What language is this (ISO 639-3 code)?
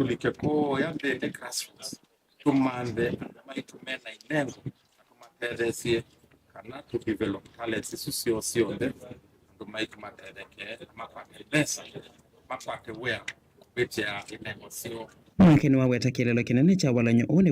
kam